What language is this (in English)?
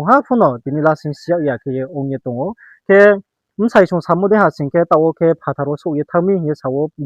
Riang (India)